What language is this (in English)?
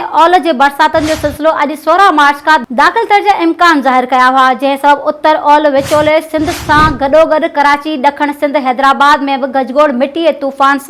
Sindhi